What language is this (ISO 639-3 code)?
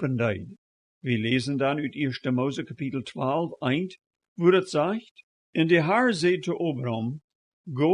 pdt